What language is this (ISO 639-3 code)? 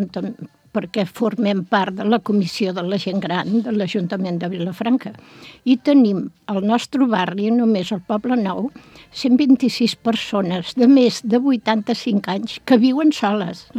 cat